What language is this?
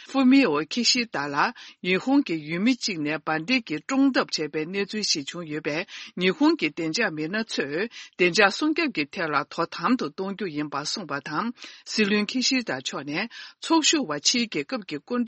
Tibetan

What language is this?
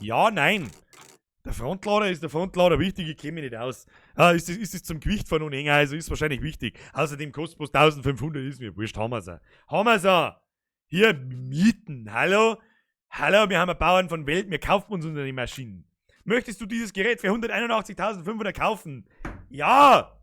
Bavarian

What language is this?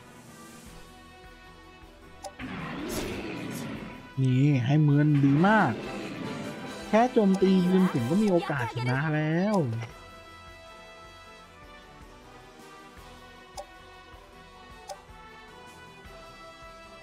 Thai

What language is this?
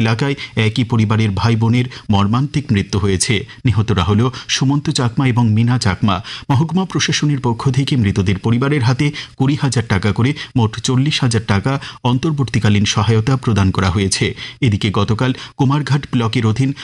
Bangla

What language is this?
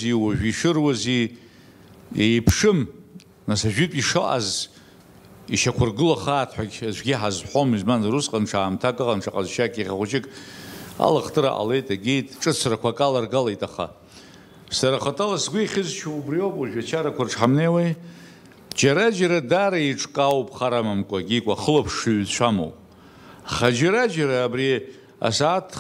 Abkhazian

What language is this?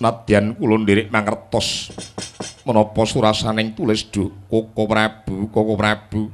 Javanese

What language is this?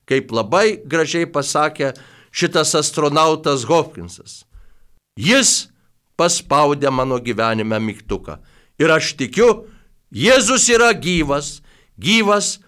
Lithuanian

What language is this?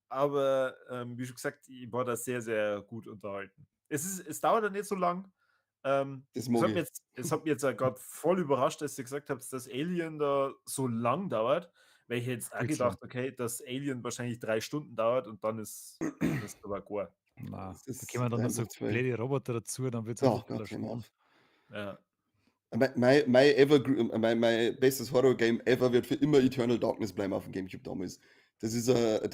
Bavarian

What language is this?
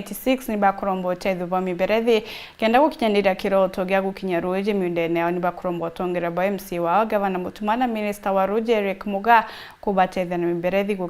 Meru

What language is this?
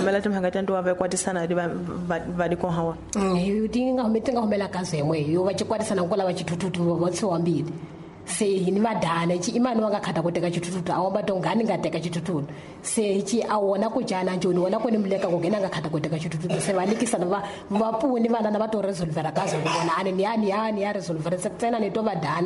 Tsonga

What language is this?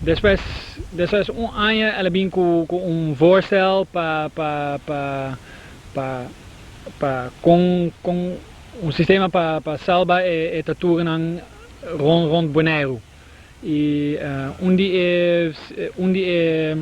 Papiamento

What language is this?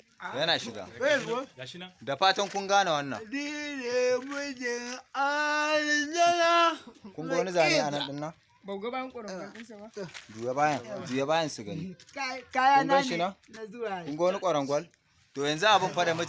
Hausa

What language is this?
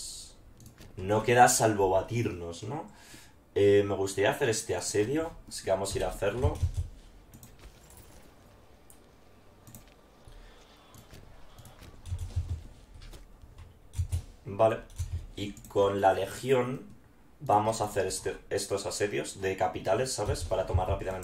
Spanish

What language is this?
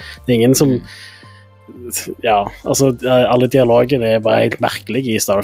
Norwegian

